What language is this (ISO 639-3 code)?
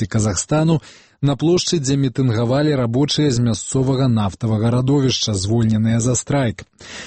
bel